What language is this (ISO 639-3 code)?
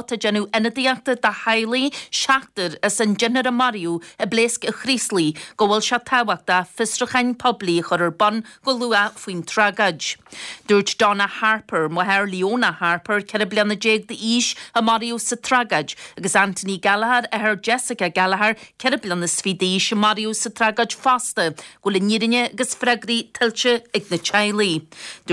gle